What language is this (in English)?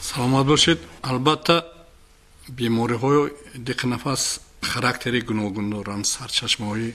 Tajik